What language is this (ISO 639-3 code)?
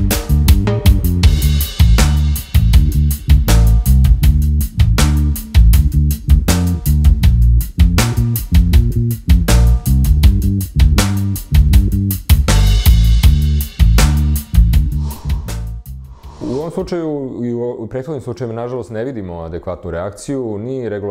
srp